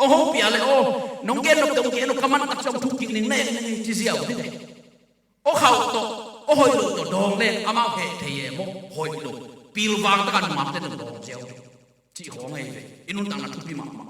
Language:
Tedim Chin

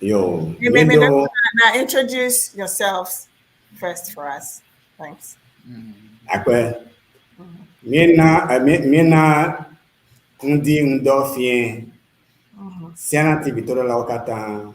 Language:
Ewe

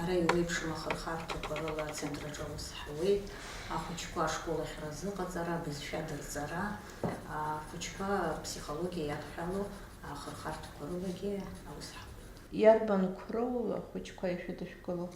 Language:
Abkhazian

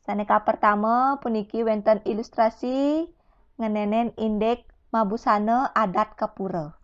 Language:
Balinese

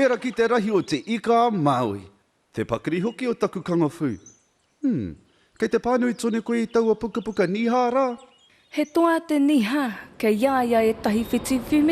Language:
Māori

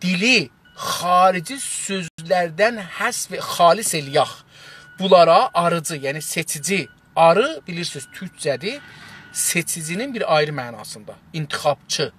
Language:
South Azerbaijani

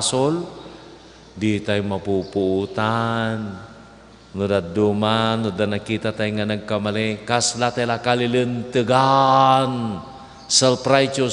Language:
Iloko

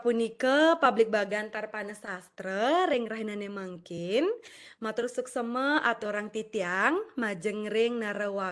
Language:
Balinese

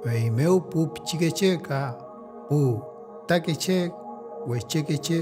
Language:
Mapuche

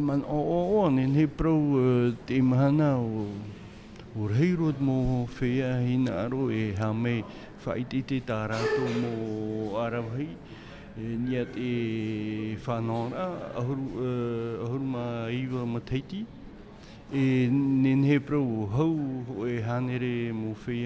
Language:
Tahitian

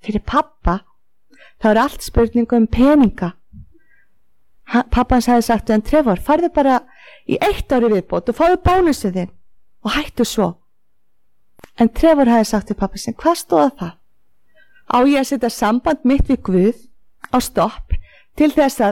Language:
Icelandic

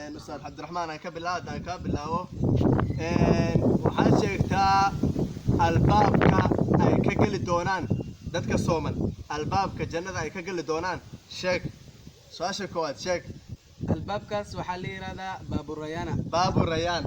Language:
Somali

